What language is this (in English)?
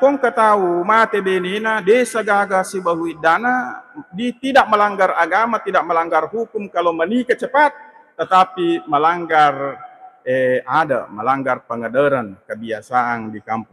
Buginese